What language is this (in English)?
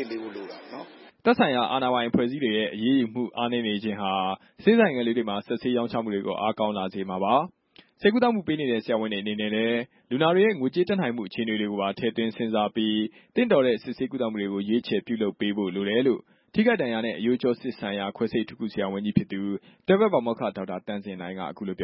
Burmese